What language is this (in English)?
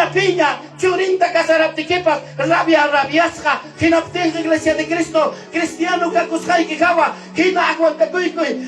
Ayacucho Quechua